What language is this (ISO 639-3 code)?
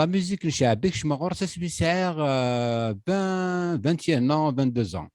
kab